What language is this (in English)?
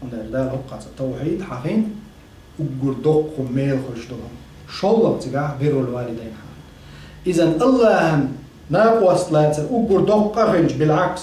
Chechen